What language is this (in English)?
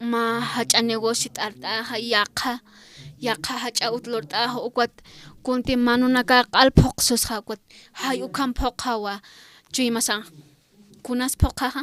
Aymara